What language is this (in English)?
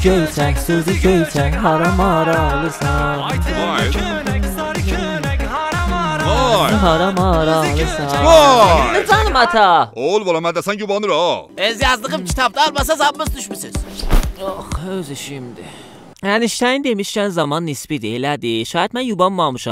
South Azerbaijani